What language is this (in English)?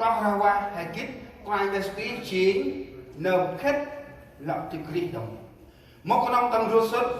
Central Mnong